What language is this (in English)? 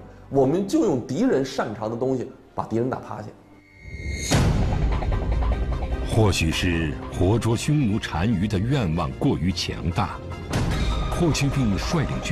Chinese